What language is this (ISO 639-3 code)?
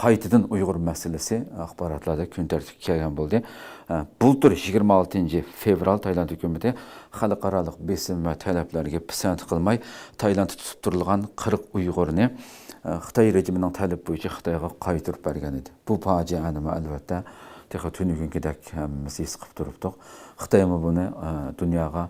uig